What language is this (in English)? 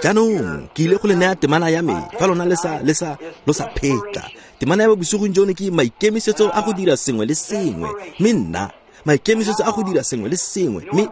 Tswana